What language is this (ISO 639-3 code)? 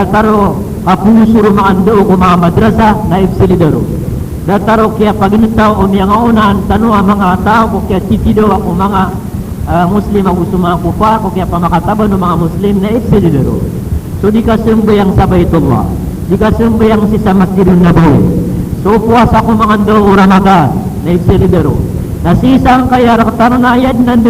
mrw